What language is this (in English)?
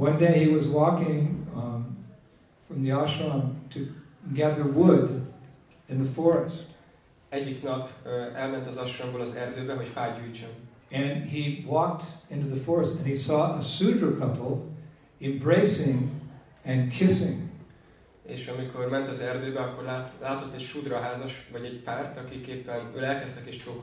Hungarian